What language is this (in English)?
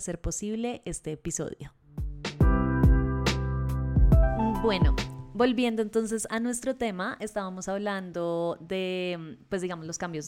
Spanish